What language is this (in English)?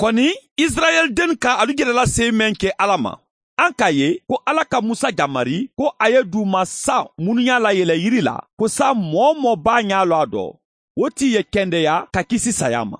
Mandingo